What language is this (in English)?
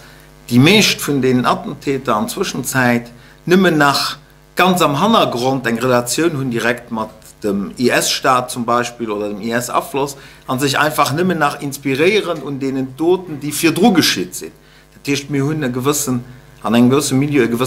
Luxembourgish